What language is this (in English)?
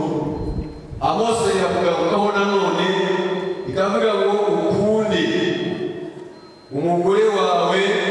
Kinyarwanda